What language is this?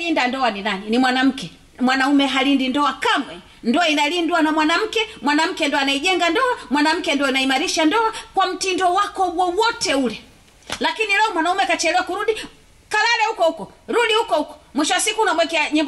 Swahili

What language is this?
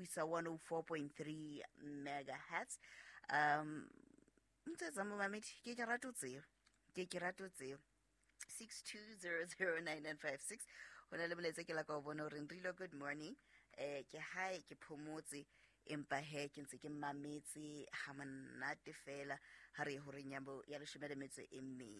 Southern Sotho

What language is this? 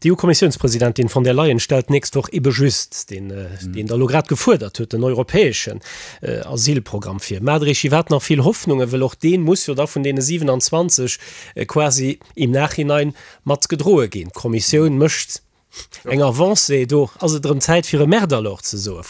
Luxembourgish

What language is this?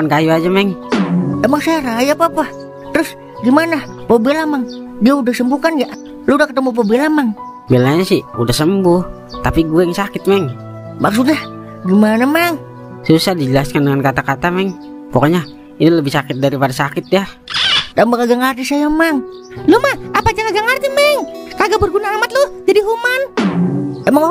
Betawi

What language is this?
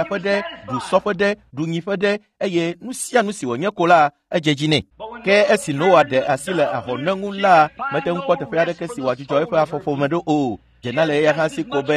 Ewe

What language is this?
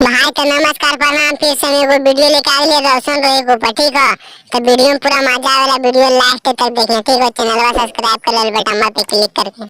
Magahi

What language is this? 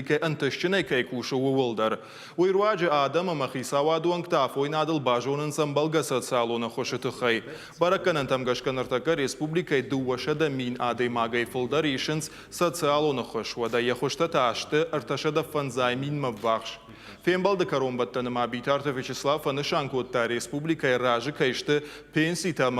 Ossetic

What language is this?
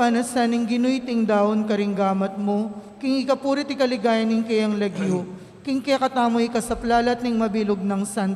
Pampanga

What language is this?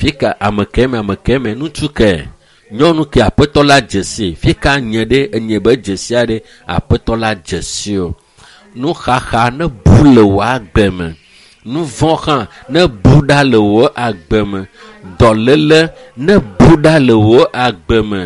Ewe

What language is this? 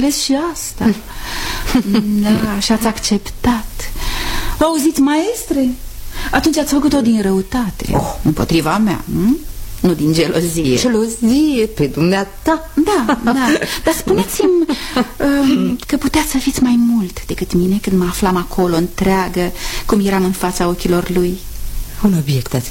Romanian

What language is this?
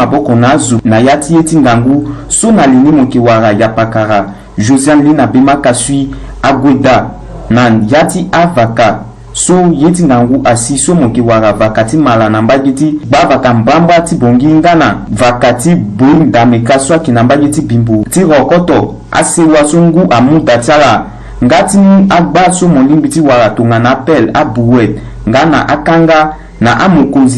Sango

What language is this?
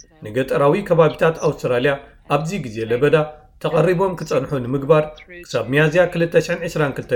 Tigrinya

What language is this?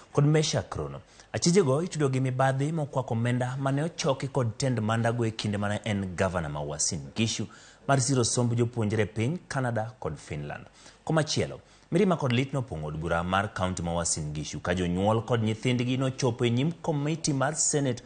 Luo (Kenya and Tanzania)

